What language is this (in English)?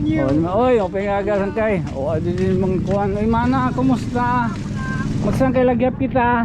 Waray